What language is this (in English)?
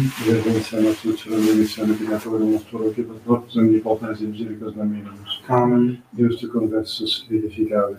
Dutch